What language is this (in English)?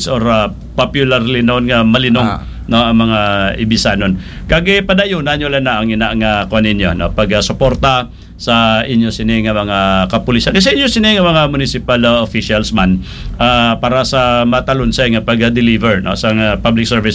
Hiligaynon